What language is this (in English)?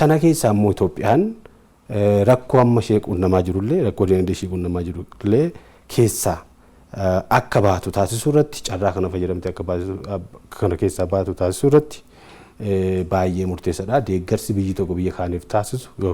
Oromo